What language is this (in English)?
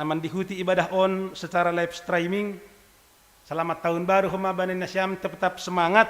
Batak Simalungun